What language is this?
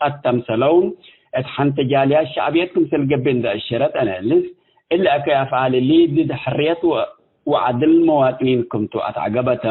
Tigre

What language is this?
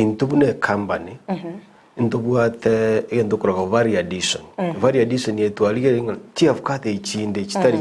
Gusii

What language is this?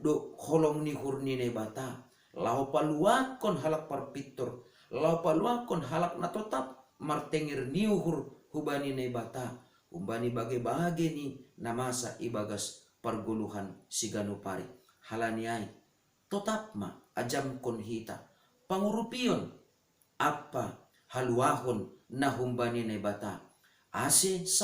Batak Simalungun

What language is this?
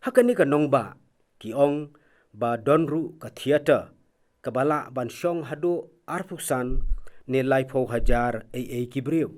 Khasi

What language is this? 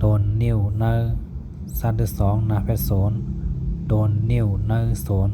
Shan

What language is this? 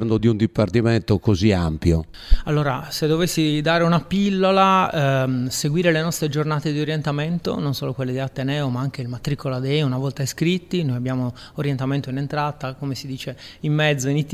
Italian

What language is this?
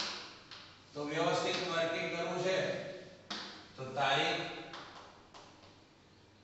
Gujarati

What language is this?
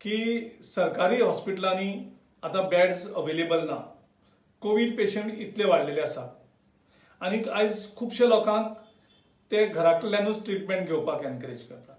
Konkani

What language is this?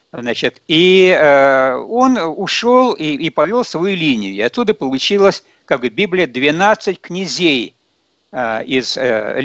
Russian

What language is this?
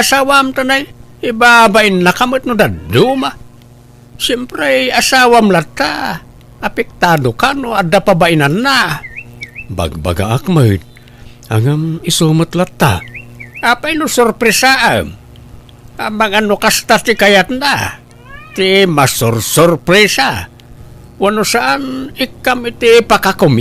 Iloko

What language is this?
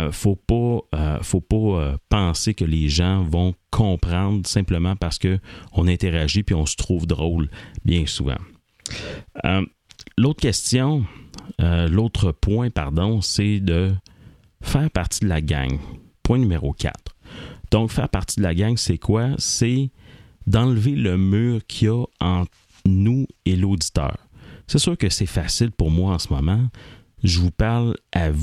French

